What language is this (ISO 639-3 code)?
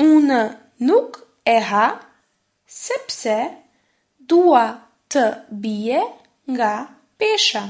sqi